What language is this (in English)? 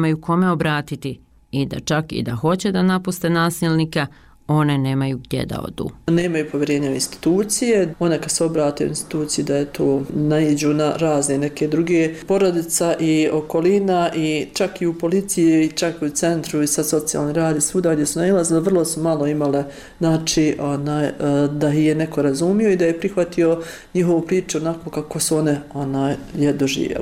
Bosnian